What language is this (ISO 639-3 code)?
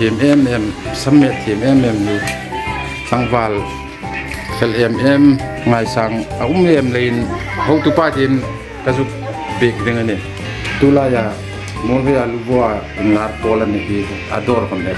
hmr